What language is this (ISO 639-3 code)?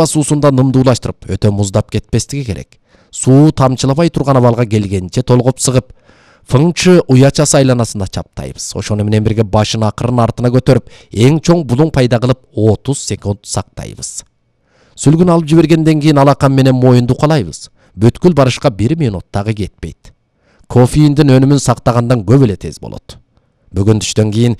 kir